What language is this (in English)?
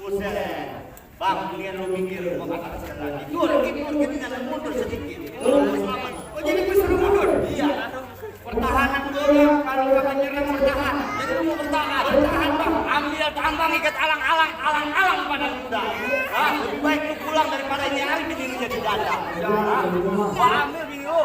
Betawi